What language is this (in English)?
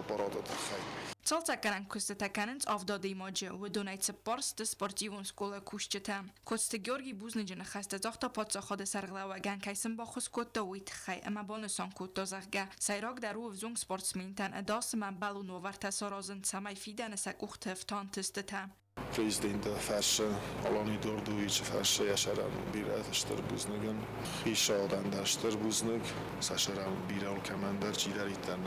Ossetic